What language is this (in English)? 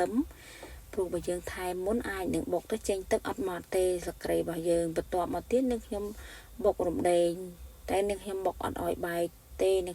Khmer